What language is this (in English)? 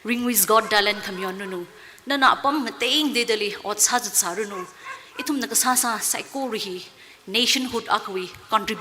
Tangkhul Naga (India)